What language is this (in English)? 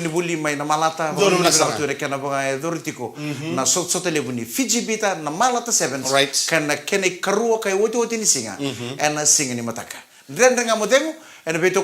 Fijian